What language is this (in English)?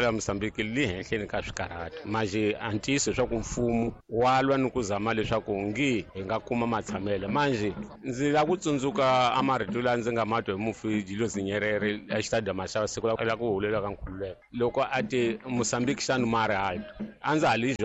Tsonga